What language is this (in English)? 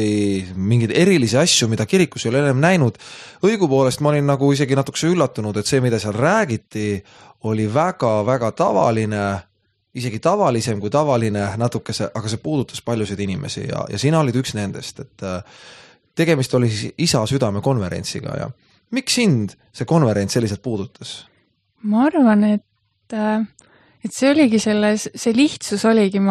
Estonian